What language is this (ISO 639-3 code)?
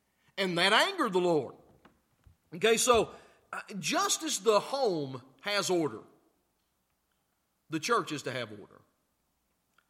eng